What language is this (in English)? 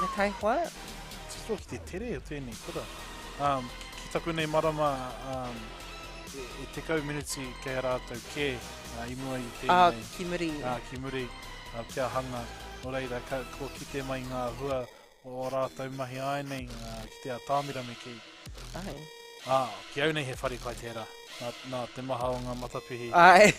Māori